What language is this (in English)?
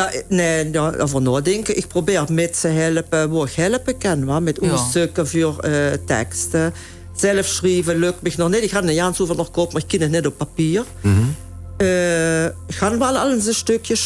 Limburgish